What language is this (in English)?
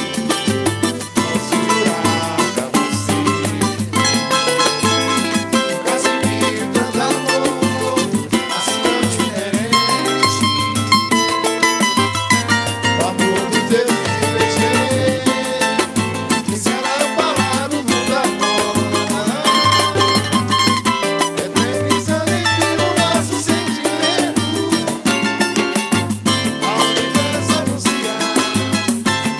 Portuguese